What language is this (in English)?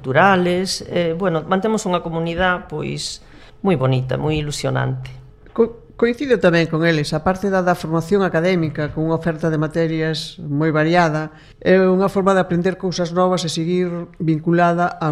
Galician